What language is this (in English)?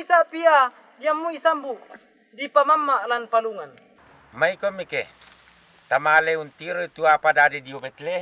Toraja-Sa'dan